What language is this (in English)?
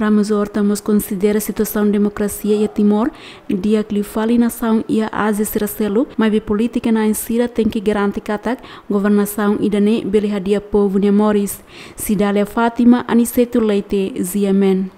Tetum